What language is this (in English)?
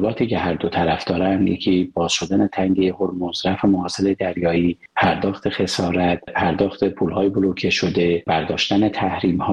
Persian